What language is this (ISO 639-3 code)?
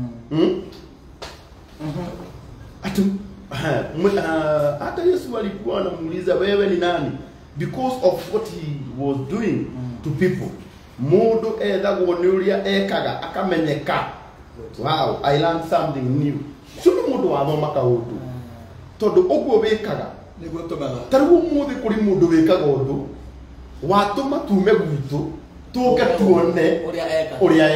kik